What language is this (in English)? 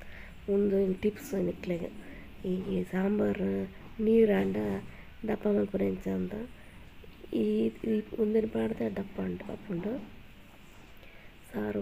Tulu